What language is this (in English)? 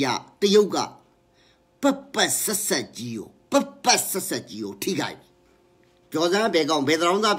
Burmese